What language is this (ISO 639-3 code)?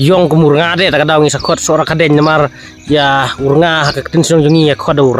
kha